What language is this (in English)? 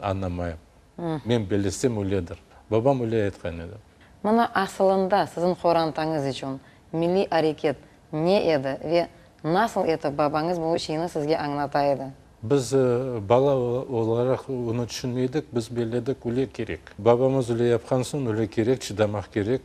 Crimean Tatar